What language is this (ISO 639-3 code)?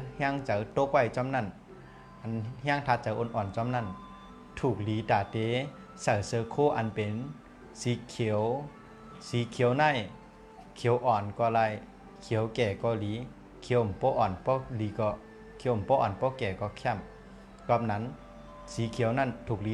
shn